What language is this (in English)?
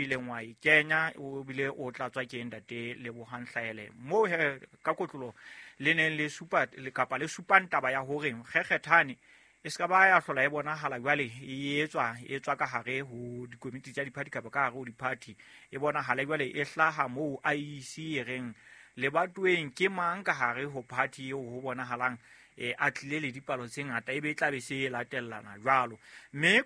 Southern Sotho